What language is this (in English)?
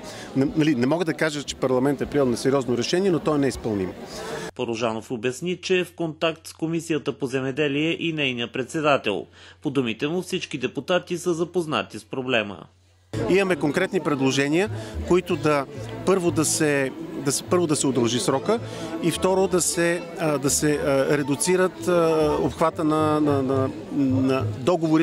Bulgarian